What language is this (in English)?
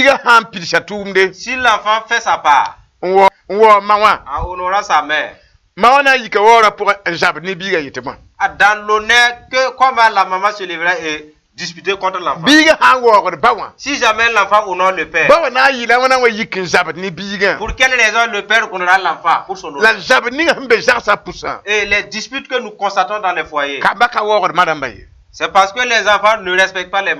Mossi